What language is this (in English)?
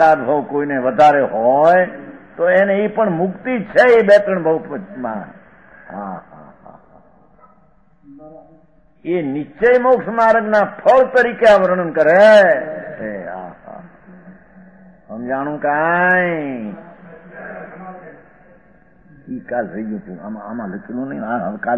Gujarati